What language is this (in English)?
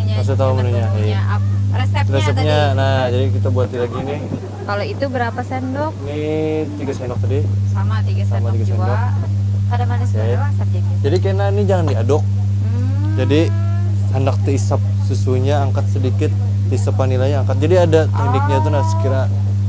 Banjar